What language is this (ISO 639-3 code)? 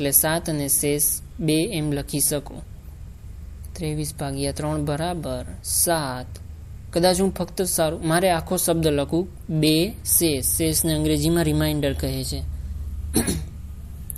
guj